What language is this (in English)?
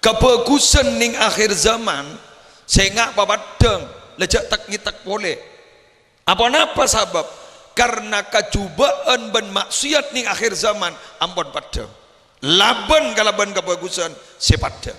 Madurese